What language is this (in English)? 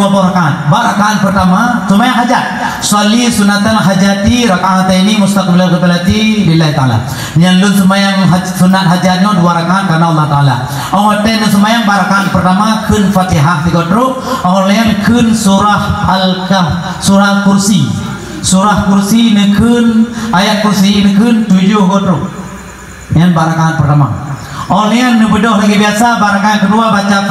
Achinese